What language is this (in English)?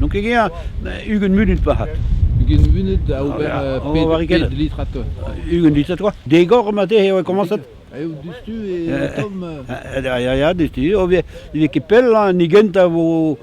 Breton